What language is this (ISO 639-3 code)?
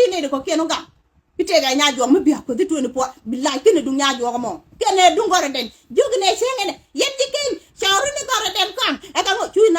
nus